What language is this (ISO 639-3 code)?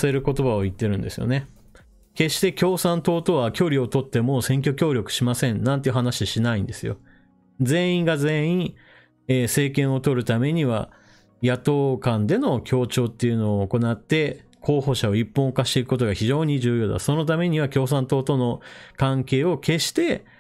jpn